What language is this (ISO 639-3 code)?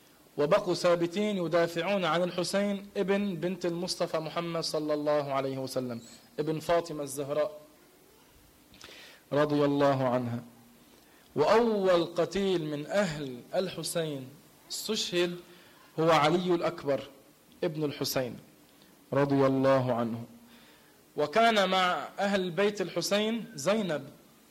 ara